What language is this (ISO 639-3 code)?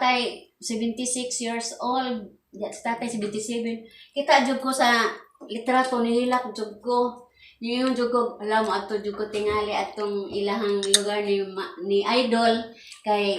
ceb